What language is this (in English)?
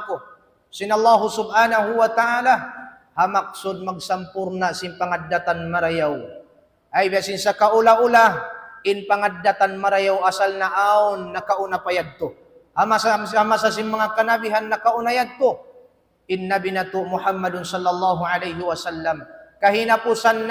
Tausug